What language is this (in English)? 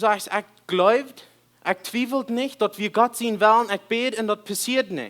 Plautdietsch